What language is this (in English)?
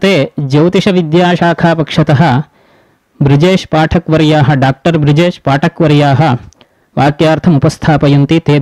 Sanskrit